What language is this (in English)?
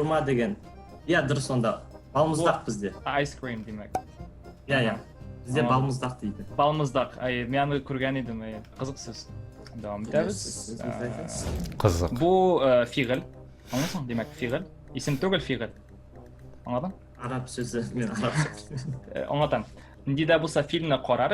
Tatar